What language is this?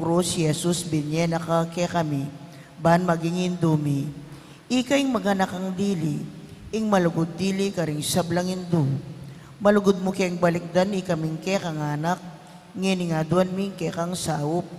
Pampanga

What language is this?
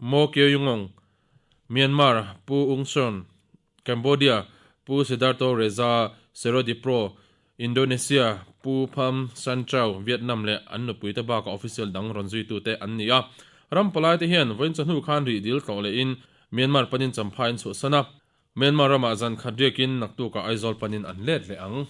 Mizo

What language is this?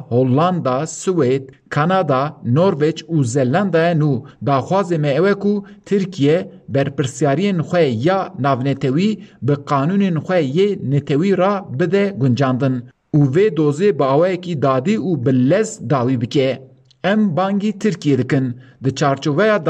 Kurdish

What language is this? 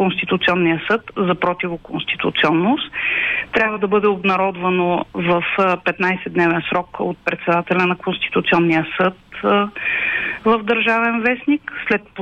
Bulgarian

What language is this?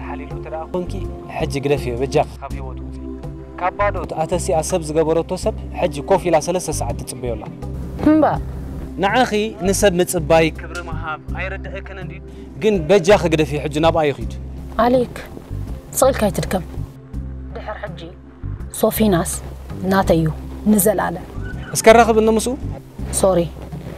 Tigrinya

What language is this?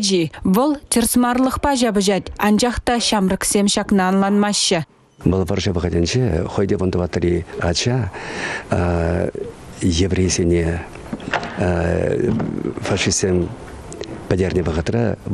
Chuvash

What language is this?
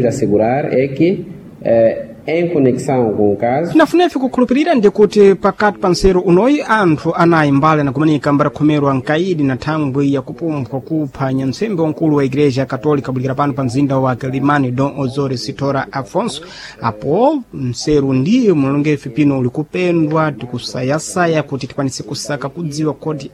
Sena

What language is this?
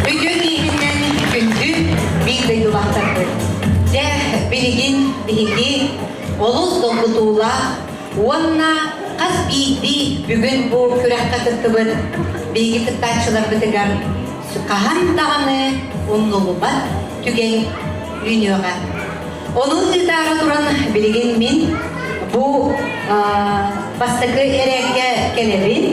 Yakut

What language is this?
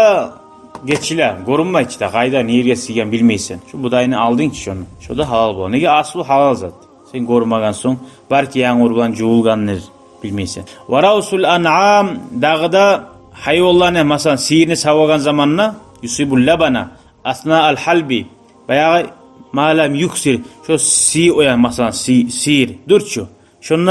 Kumyk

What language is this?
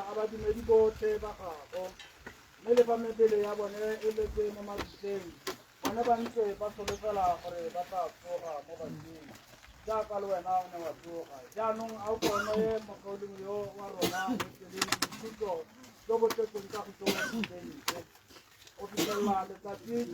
Tswana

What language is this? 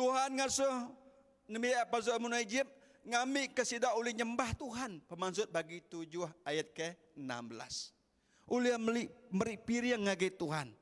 Iban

